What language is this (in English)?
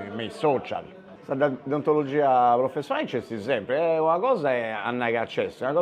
Sardinian